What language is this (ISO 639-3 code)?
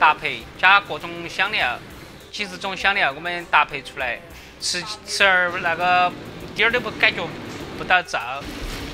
zho